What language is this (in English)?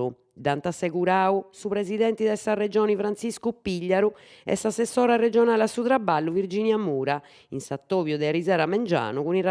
Sardinian